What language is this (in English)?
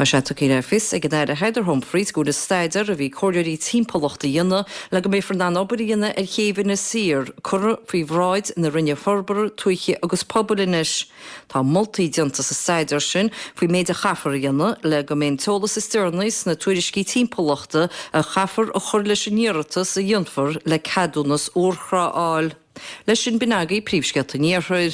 Irish